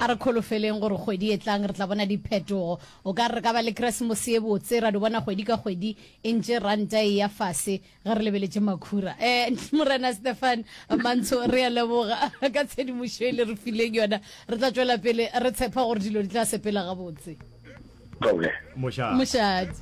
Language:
Northern Sotho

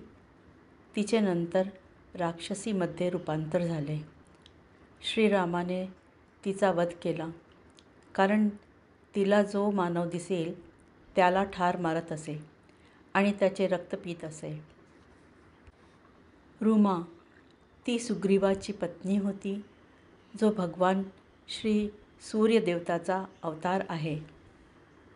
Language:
Marathi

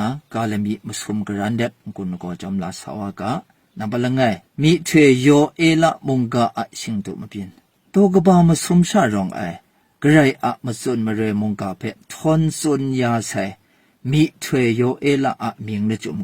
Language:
Kachin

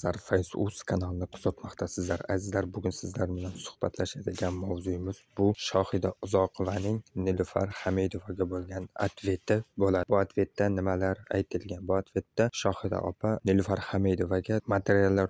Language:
Uzbek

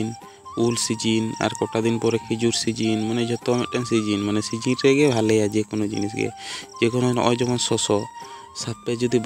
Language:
Santali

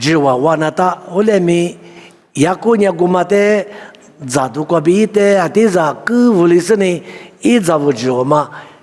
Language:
Lisu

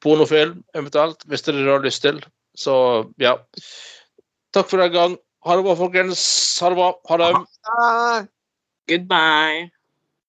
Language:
Norwegian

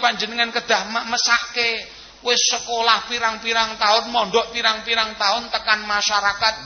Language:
Javanese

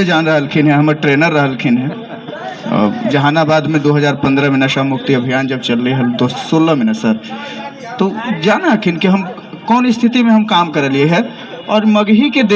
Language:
Magahi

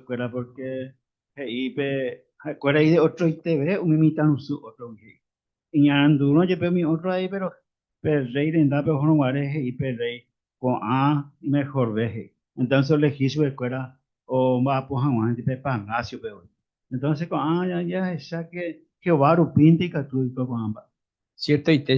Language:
Guarani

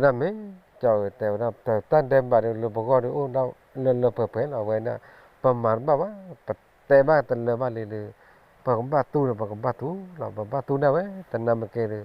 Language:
S'gaw Karen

